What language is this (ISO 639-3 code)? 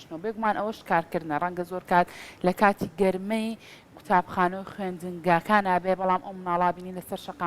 ckb